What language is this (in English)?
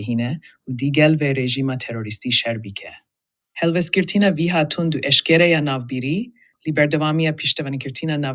Kurdish